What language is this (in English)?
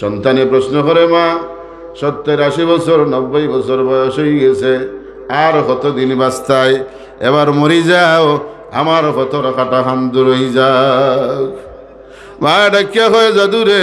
Sylheti